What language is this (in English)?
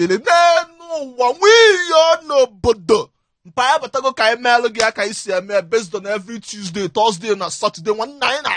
Igbo